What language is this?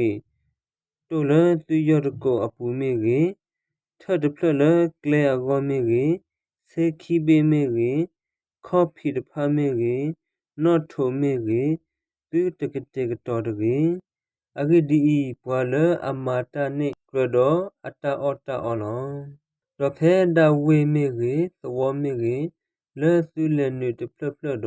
S'gaw Karen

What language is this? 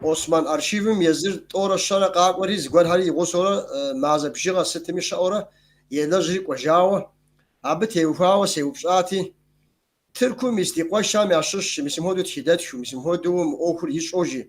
Kabardian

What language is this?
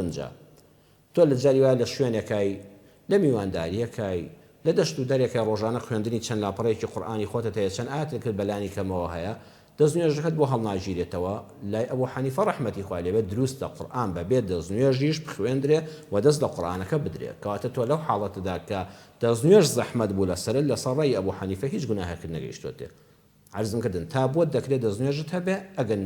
Central Kurdish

